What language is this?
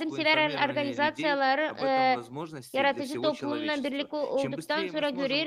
Gagauz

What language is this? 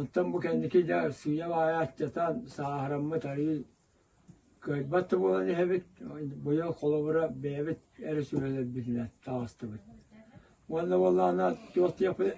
Yakut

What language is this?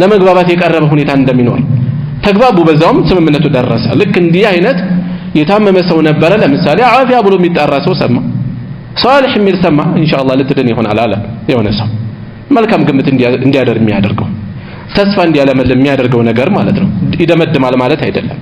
Amharic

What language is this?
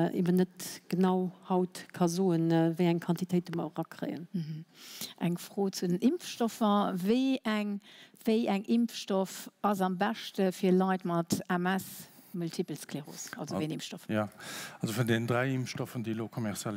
Luxembourgish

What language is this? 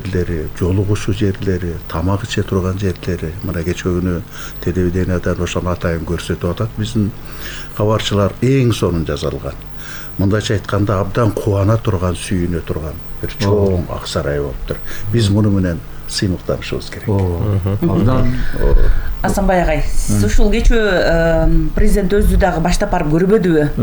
Kyrgyz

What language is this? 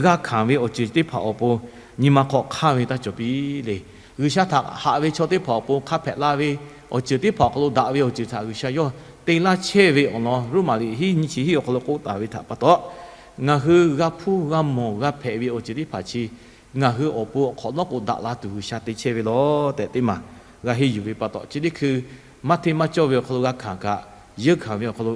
Lahu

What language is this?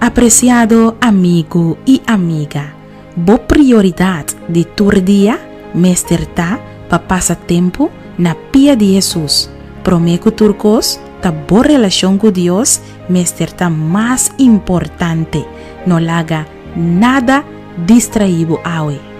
Papiamento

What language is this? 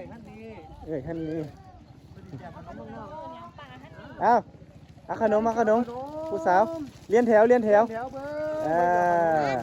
Lao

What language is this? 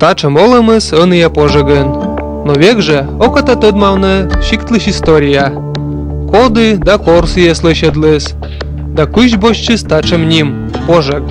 Komi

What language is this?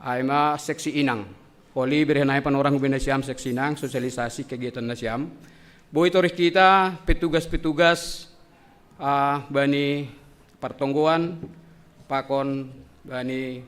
Batak Simalungun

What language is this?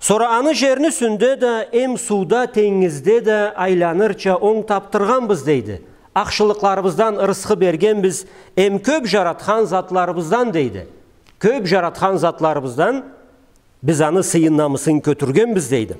Karachay-Balkar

